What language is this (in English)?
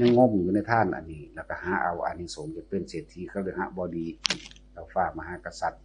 Northeastern Thai